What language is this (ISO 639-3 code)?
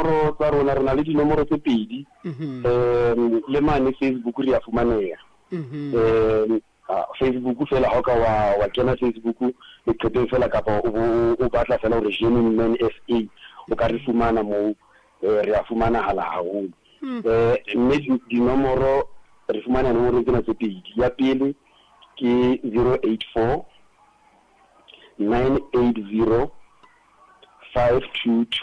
sot